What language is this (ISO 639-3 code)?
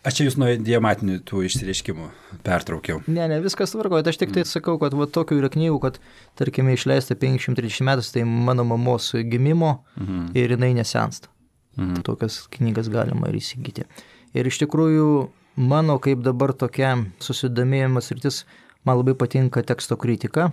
lit